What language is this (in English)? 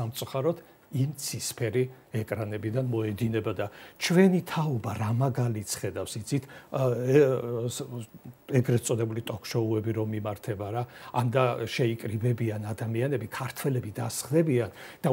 Georgian